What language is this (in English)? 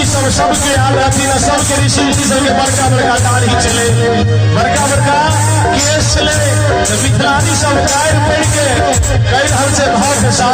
Maithili